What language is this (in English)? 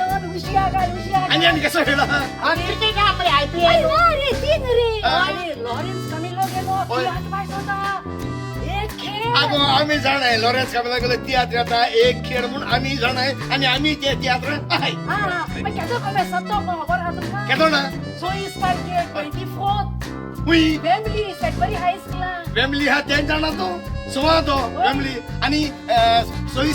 Konkani